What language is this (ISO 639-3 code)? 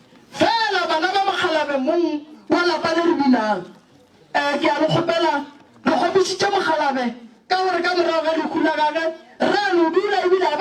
nso